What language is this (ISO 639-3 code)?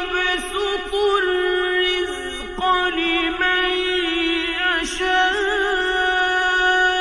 ara